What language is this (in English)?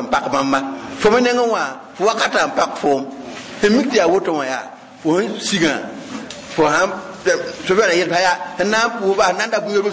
Mossi